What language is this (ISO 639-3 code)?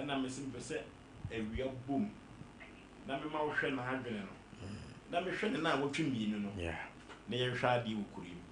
aka